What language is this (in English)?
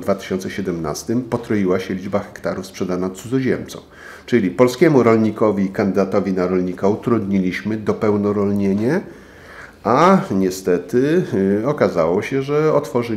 Polish